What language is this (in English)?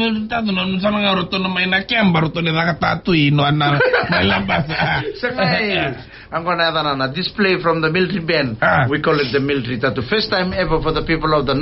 Fijian